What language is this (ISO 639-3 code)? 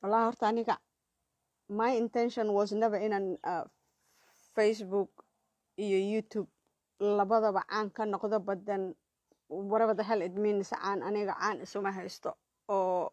som